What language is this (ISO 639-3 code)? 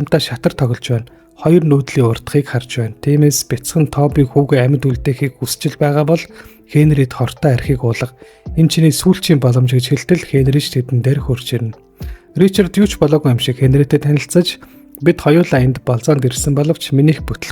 mon